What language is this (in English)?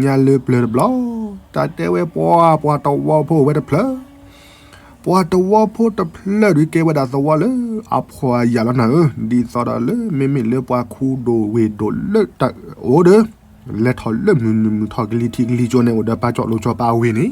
S'gaw Karen